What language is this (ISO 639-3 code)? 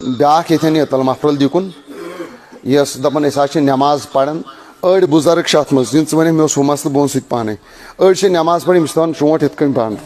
kas